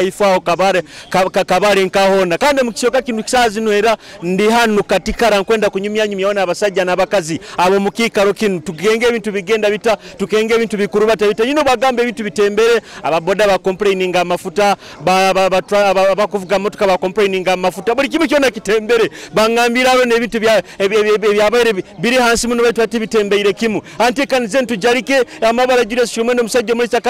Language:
Nyoro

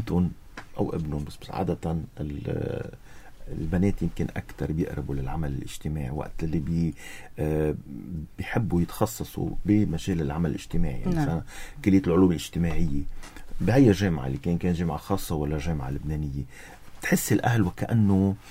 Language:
North Levantine Arabic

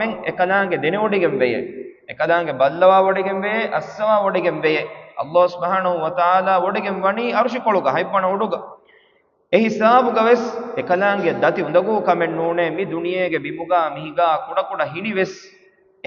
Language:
Divehi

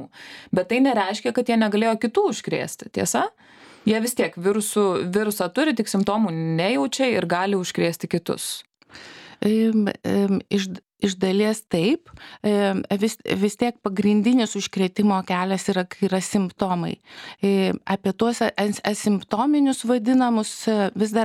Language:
Lithuanian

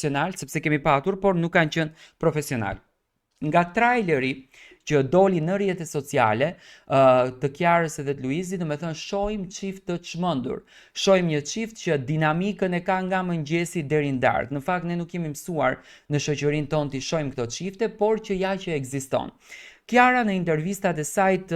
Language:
Albanian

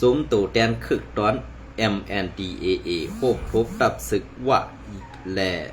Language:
Shan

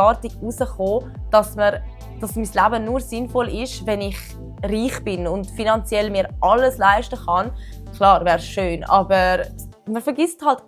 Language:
Swiss German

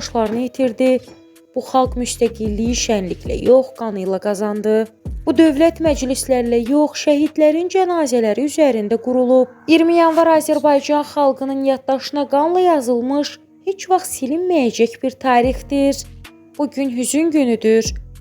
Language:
Azerbaijani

